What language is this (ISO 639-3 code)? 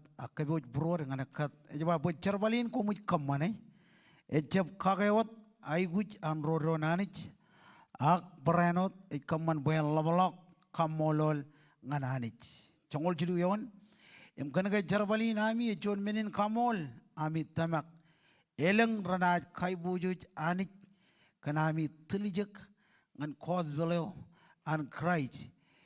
mah